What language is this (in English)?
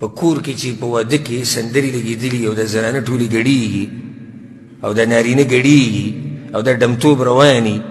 Pashto